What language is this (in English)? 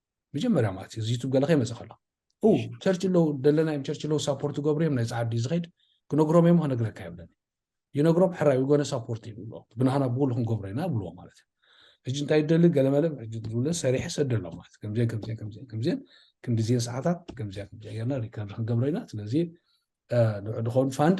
Tigrinya